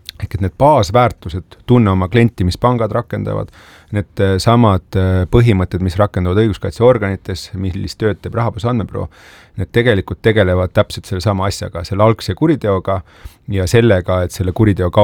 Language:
Estonian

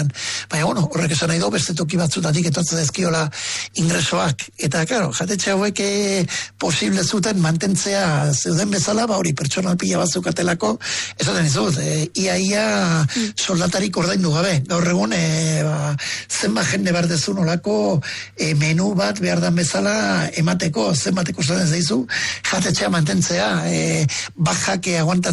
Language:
Basque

